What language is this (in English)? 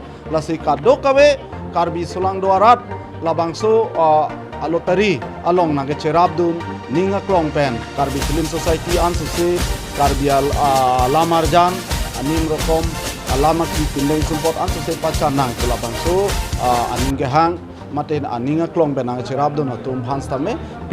Karbi